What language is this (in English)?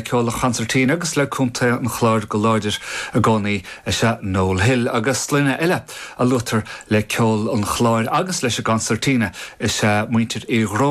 Irish